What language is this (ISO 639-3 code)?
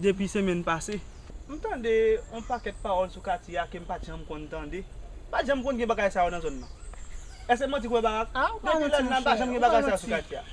hat